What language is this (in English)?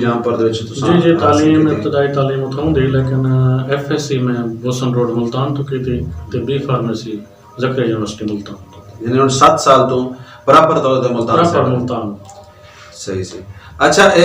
Saraiki